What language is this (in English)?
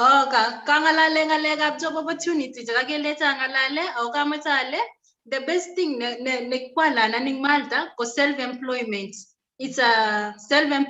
Kalenjin